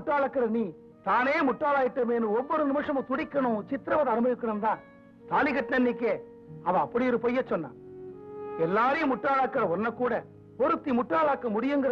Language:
Tamil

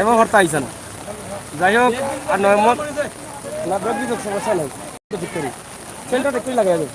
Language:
Sylheti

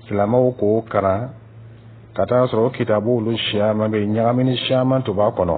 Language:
Dyula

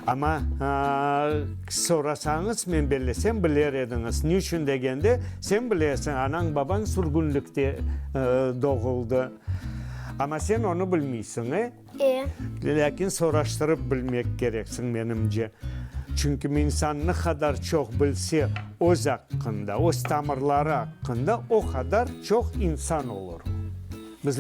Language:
Crimean Tatar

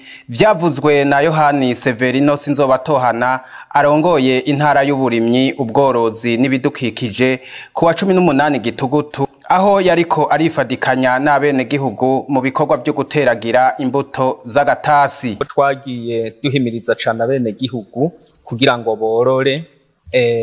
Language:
Rundi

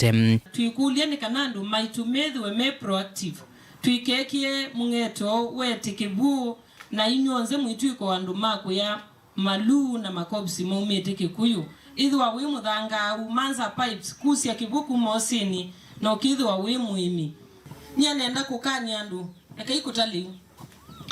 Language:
Kamba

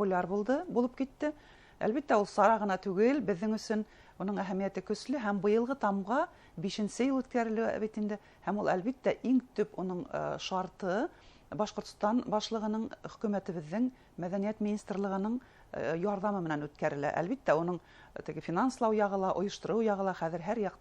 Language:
Bashkir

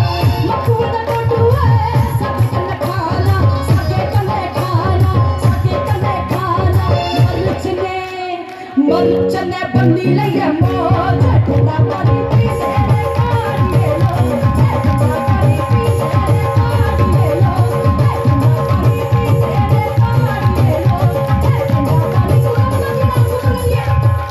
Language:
Dogri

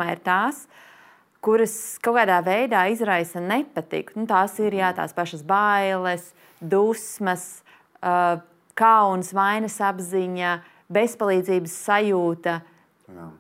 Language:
Latvian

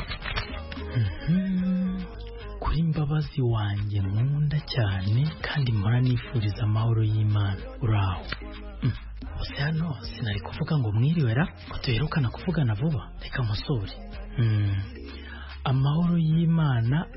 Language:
Kinyarwanda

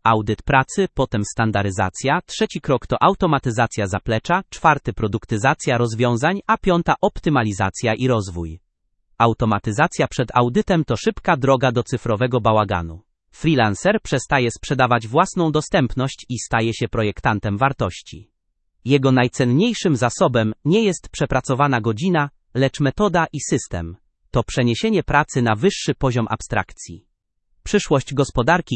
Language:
Polish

